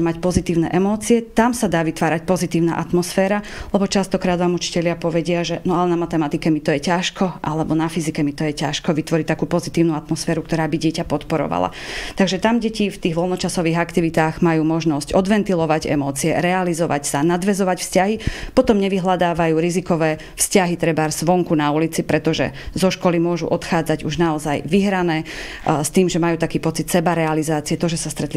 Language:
Slovak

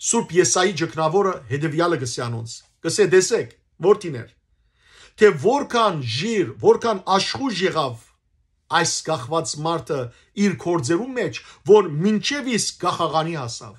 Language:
Western Armenian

